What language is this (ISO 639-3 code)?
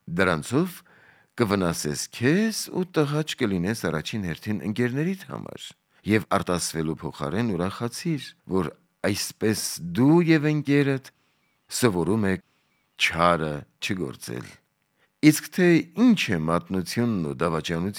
hye